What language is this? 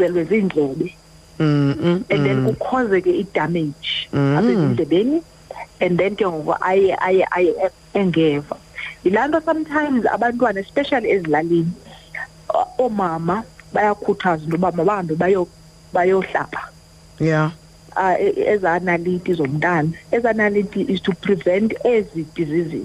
Xhosa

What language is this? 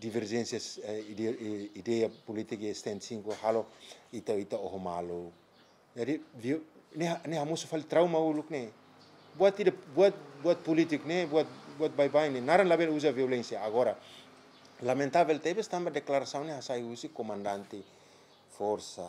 Tetum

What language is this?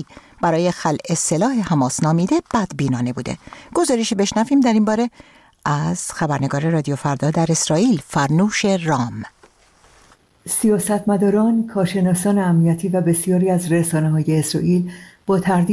Persian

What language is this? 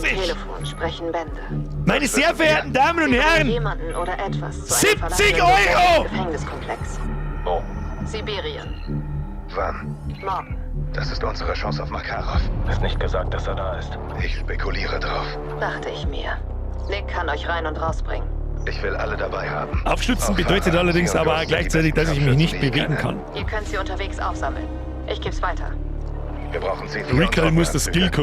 Bavarian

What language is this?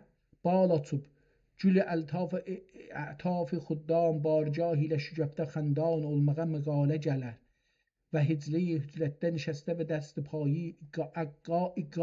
South Azerbaijani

